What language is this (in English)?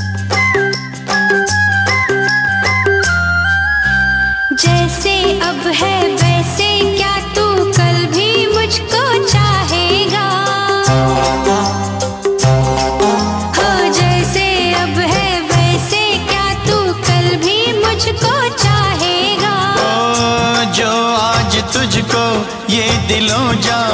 Hindi